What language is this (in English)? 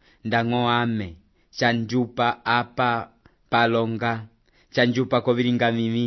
Umbundu